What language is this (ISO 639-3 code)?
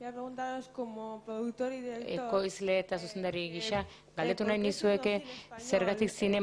eus